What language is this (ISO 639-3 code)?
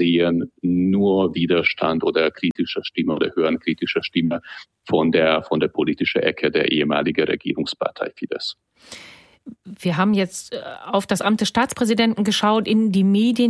deu